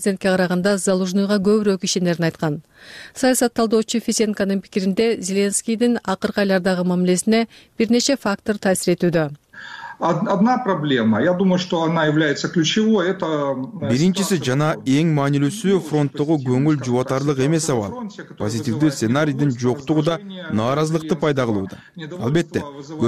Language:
Kyrgyz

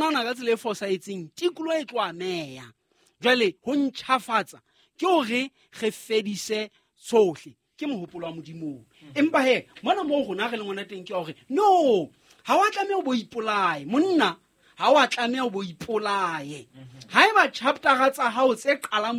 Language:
Southern Sotho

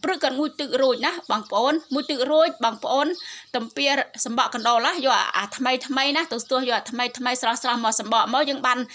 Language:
Khmer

